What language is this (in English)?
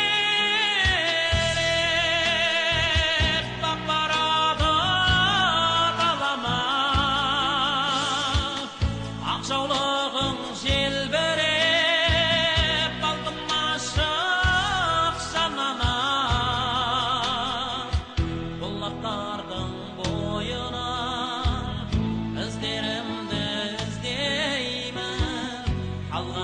Kazakh